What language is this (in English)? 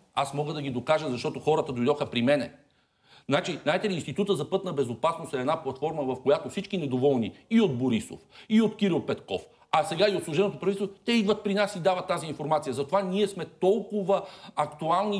Bulgarian